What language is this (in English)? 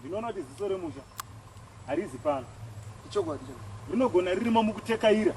Shona